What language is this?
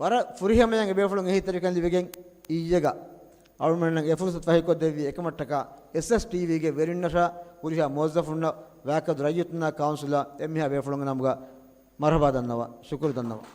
Divehi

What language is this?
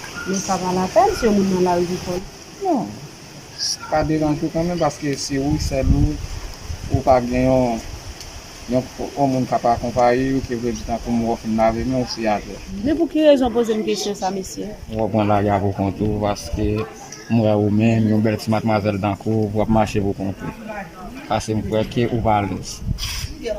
Haitian Creole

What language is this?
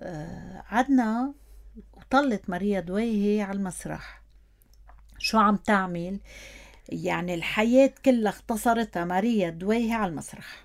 North Levantine Arabic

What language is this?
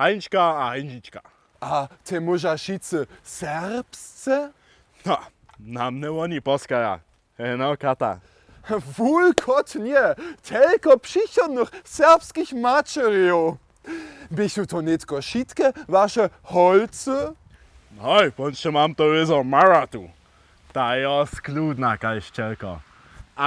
Upper Sorbian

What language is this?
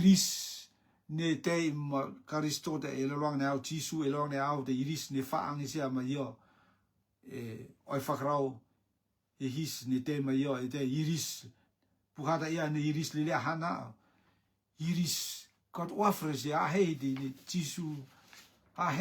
Rotuman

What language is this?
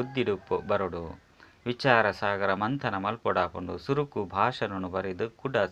Tulu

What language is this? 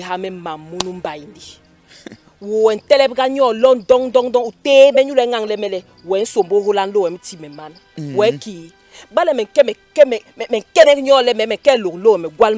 Basaa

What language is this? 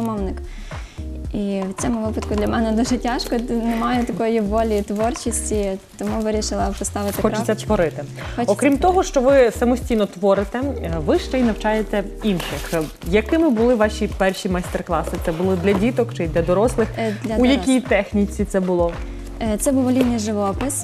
Ukrainian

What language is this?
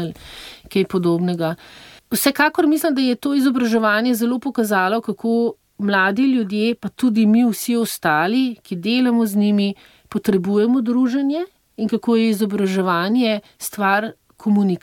Slovenian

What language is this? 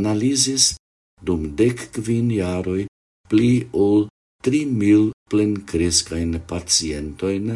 Esperanto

